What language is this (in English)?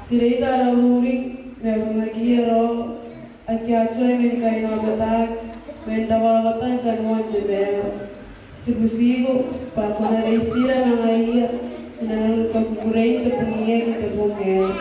Gilbertese